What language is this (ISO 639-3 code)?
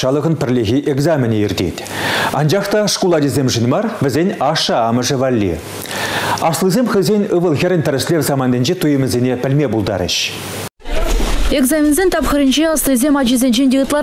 chv